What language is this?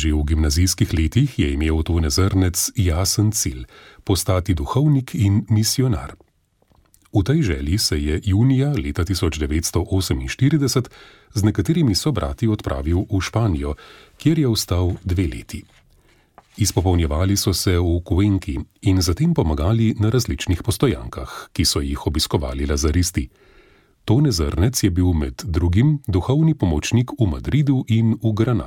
Slovenian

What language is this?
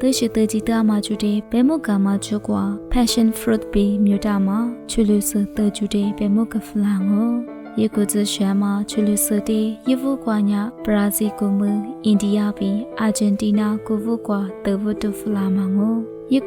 Lisu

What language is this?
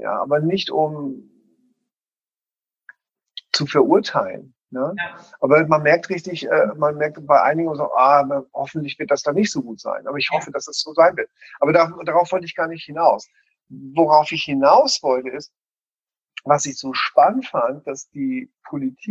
German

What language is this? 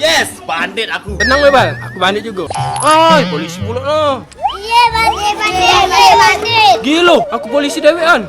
Musi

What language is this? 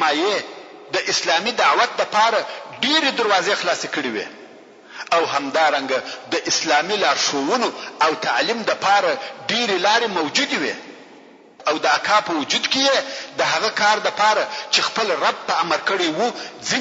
Pashto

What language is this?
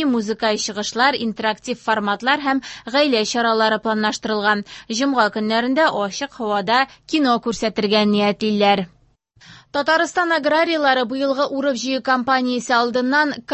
Tatar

